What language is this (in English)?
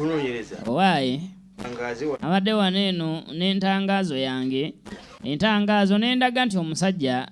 Ganda